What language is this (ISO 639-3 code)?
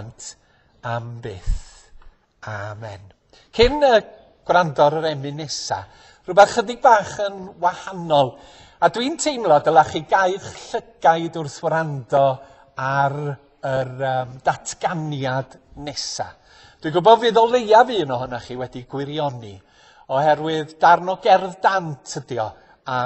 cym